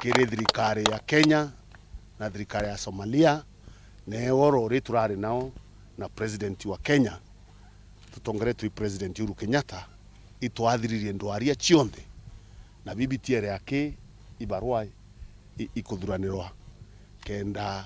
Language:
Meru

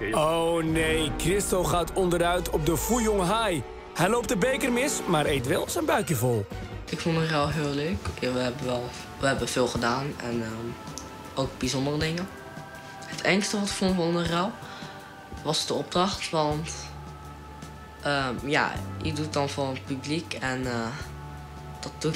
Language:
Dutch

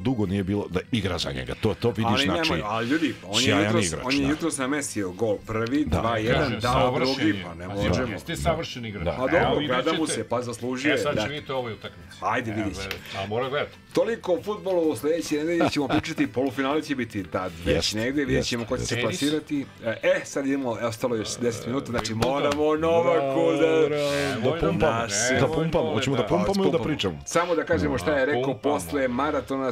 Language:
Serbian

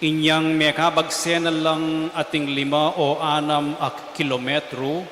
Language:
Pampanga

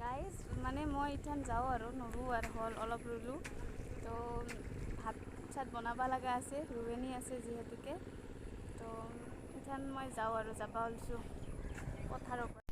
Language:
Assamese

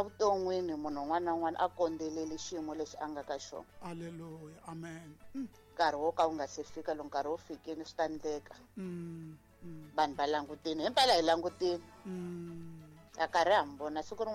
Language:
Tsonga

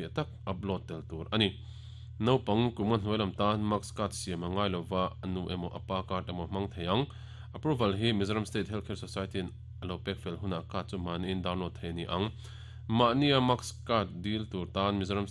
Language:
Mizo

